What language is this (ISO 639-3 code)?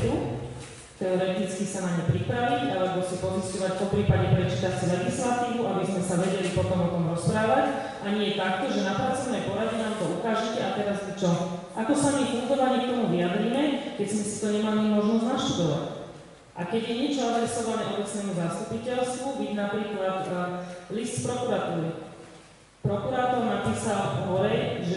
slk